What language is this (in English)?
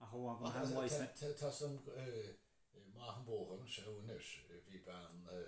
Irish